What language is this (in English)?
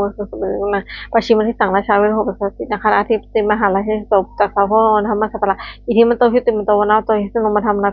Pali